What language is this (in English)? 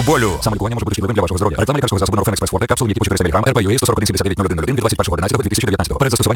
Ukrainian